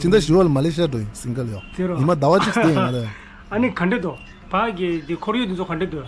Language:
Tibetan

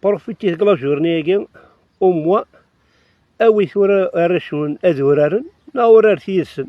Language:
Kabyle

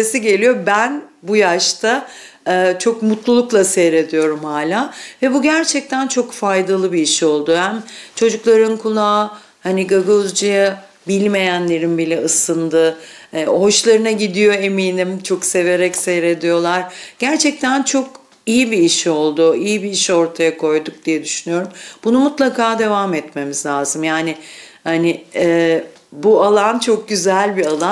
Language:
Gagauz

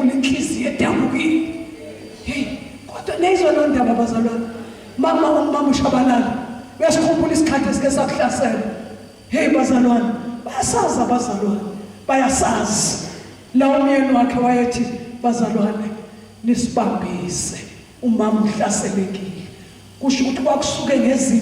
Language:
Zulu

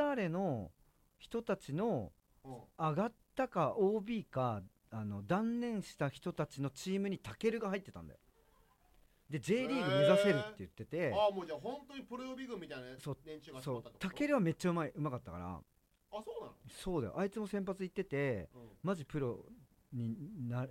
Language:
Japanese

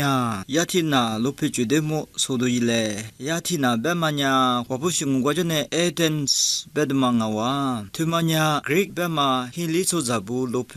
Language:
Lisu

